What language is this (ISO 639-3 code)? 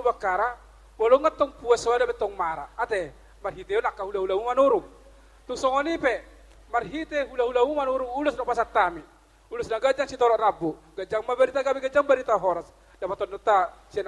bbc